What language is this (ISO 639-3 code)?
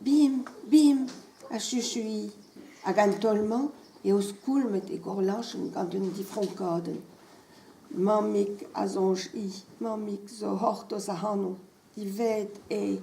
bre